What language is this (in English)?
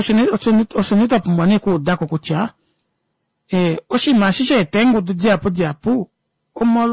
Kuanyama